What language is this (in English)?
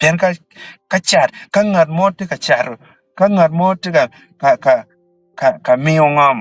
Acoli